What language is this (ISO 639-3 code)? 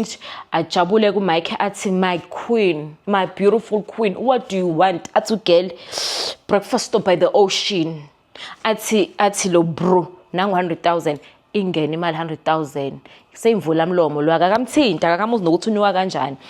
zul